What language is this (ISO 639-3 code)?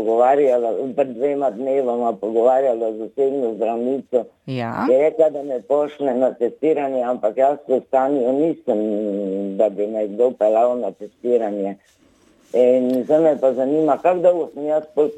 slv